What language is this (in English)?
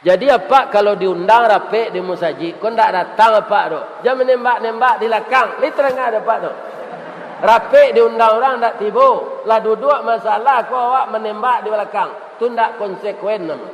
Minangkabau